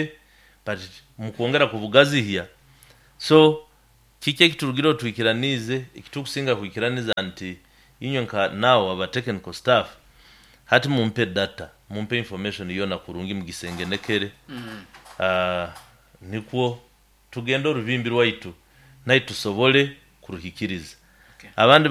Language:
Nyoro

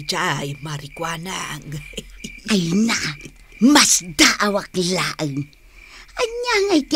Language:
Iloko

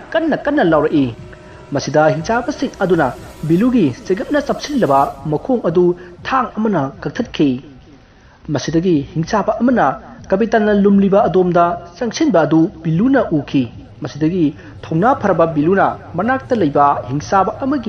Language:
Manipuri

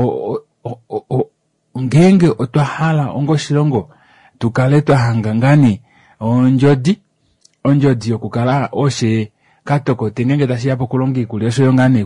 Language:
Kuanyama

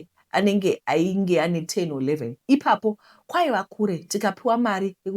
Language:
Shona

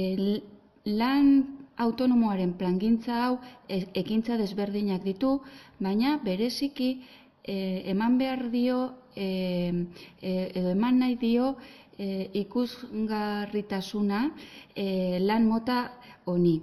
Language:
Basque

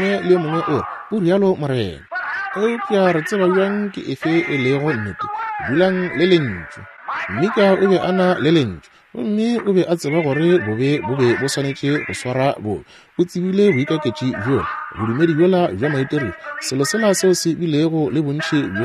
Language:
Northern Sotho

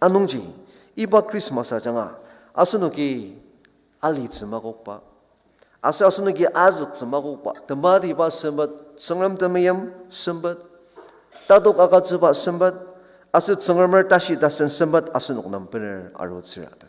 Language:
Ao Naga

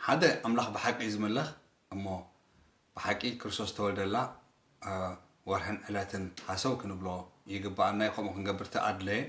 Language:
Tigrinya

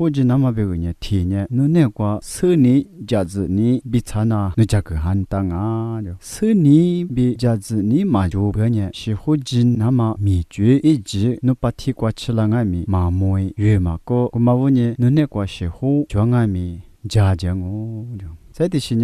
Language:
Lisu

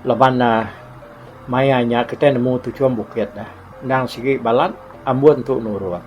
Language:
Iban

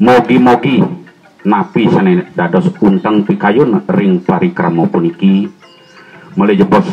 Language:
Balinese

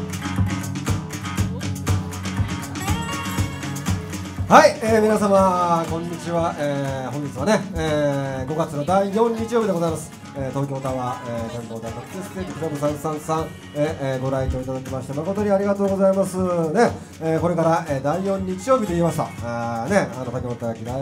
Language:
Japanese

